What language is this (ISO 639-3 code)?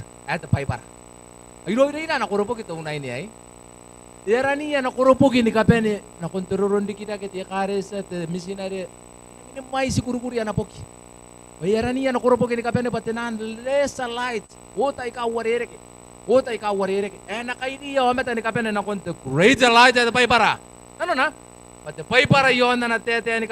gil